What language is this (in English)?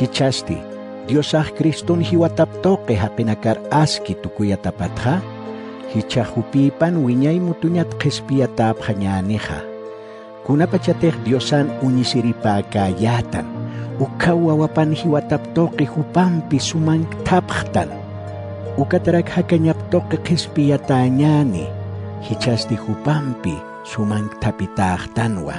Aymara